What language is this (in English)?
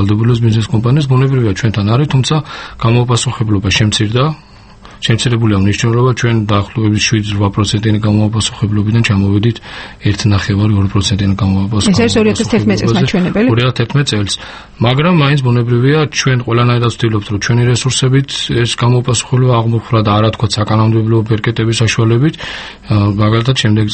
Georgian